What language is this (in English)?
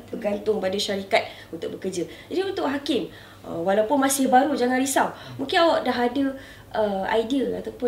Malay